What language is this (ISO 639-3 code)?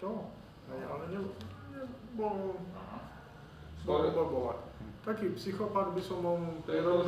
slk